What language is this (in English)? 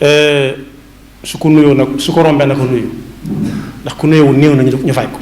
Wolof